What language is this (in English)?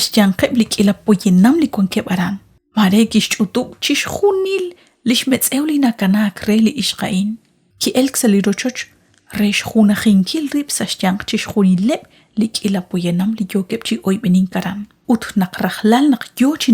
Kekchí